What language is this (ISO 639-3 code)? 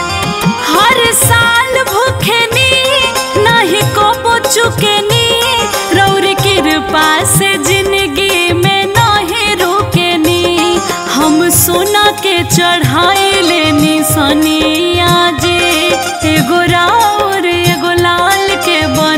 bho